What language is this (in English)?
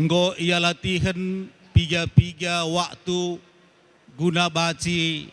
Batak Karo